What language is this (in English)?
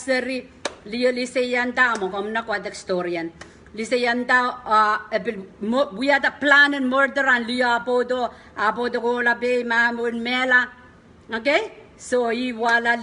Pohnpeian